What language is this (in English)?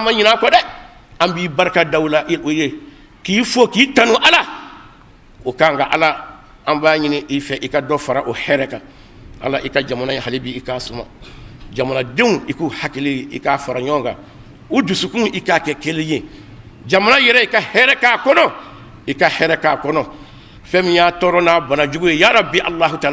Bambara